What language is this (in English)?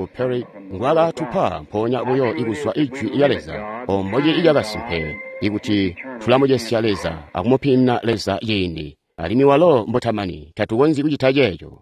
Tonga (Zambia)